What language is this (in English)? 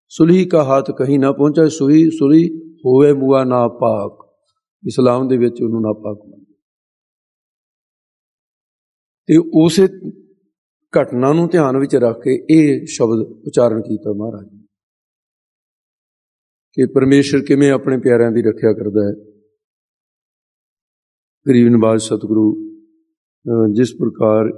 Punjabi